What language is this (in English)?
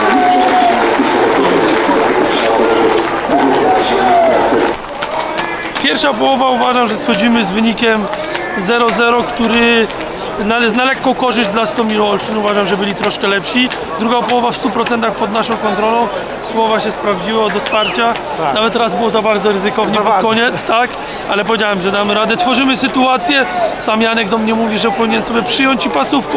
Polish